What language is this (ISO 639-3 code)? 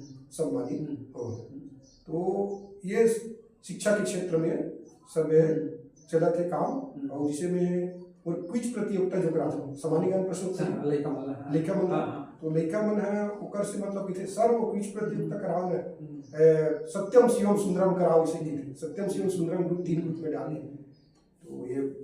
hne